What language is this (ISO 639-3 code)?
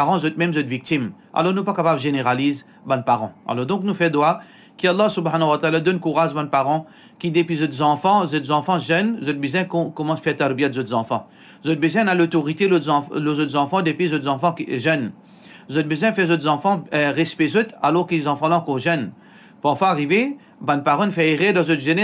mfe